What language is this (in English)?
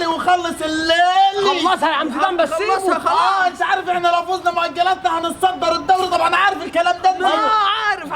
Egyptian Arabic